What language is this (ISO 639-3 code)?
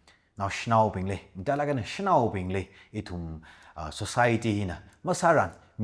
nmf